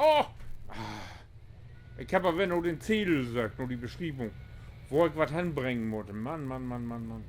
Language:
Low German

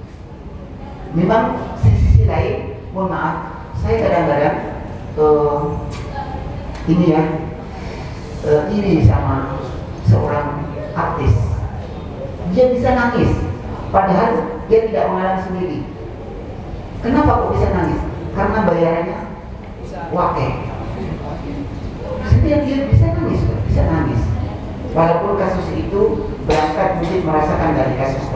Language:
Indonesian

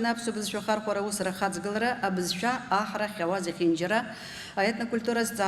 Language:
Abkhazian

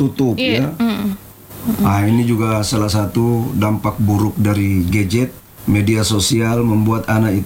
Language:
Indonesian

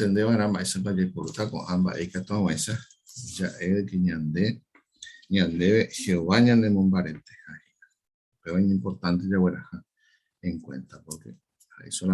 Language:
Guarani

